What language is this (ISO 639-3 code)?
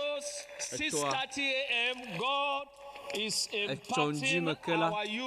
ewe